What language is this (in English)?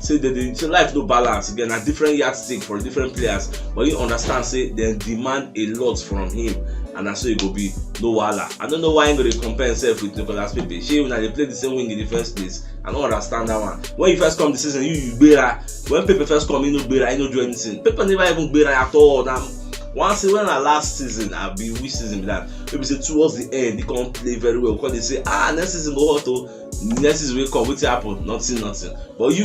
Nigerian Pidgin